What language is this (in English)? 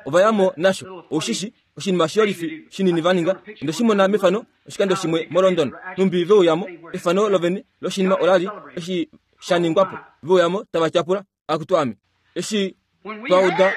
Kuanyama